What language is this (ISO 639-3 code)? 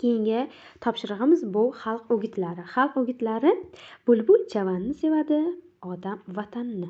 uzb